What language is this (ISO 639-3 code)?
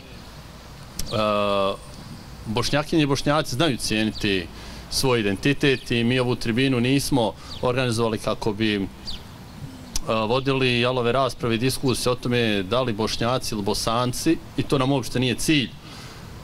bos